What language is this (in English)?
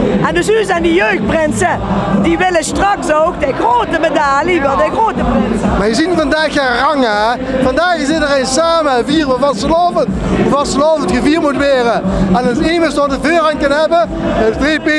Limburgish